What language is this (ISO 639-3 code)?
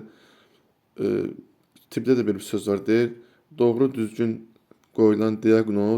aze